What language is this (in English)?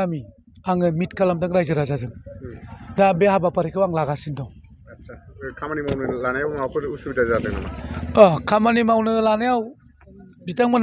Bodo